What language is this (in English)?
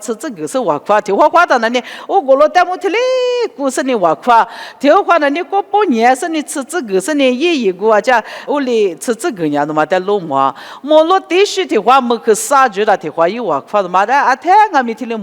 Lisu